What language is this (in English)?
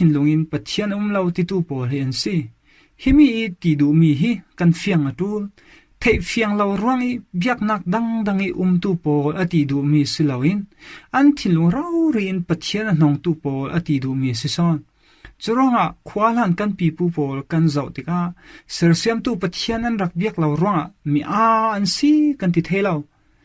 Falam Chin